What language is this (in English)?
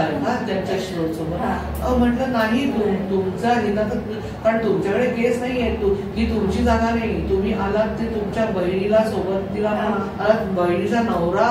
Marathi